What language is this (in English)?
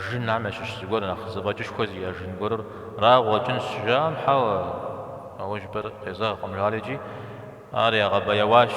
Kabardian